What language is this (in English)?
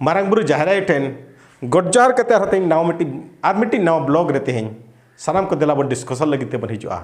Santali